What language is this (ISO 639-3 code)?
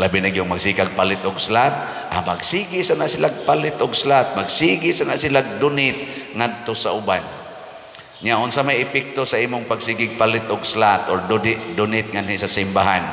ceb